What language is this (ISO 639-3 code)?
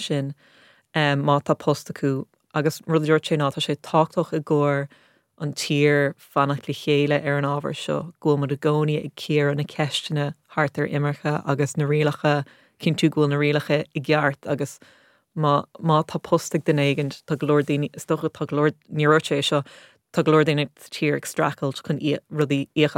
gle